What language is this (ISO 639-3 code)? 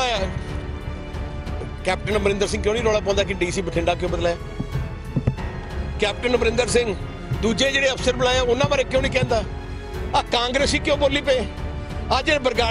pan